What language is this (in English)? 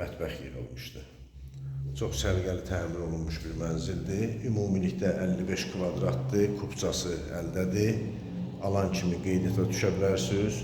Azerbaijani